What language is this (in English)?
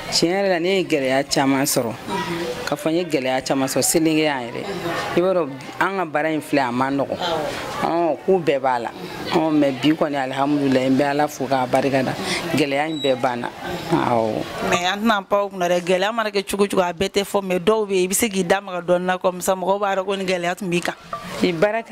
Bambara